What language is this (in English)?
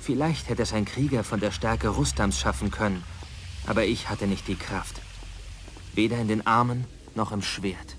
Bavarian